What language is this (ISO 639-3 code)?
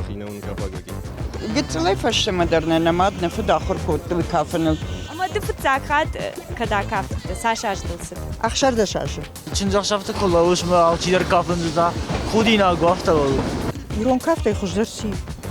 oss